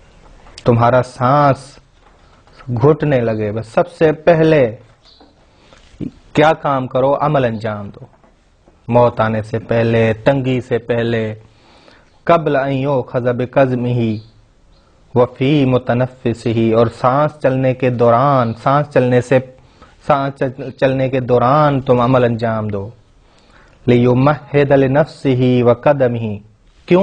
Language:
Urdu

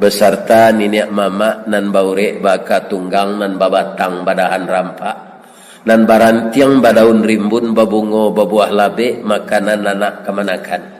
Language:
Minangkabau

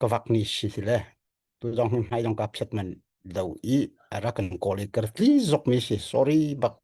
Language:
Hakha Chin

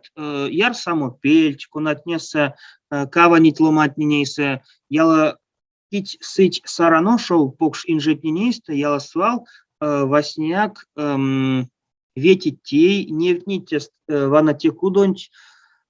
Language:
Erzya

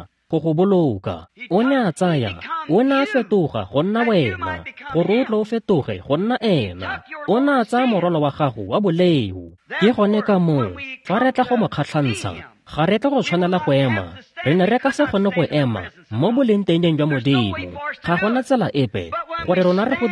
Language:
Tswana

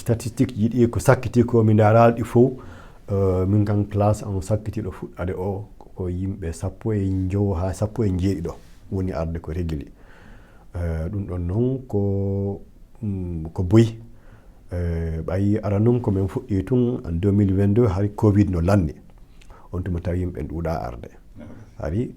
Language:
Fula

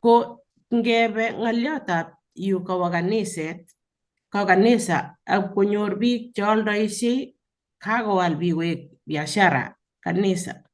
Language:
Kalenjin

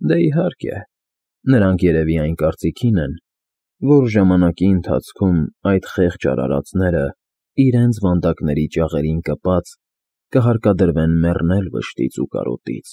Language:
Armenian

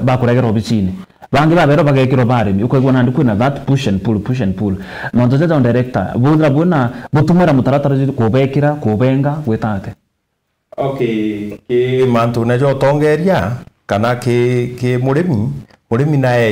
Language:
Meru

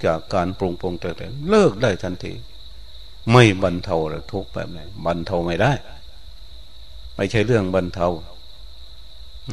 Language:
Thai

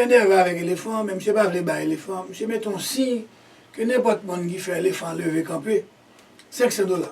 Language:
Haitian Creole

